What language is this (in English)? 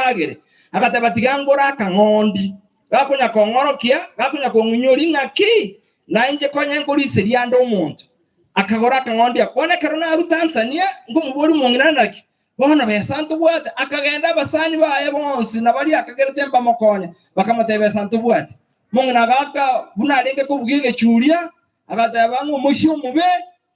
Gusii